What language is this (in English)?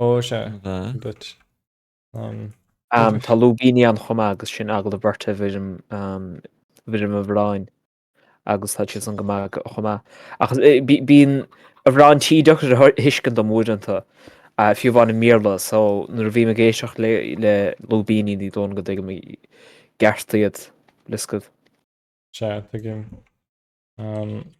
Irish